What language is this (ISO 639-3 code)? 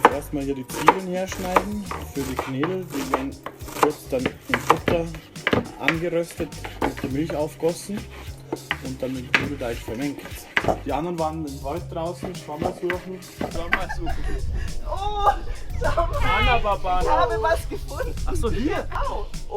bar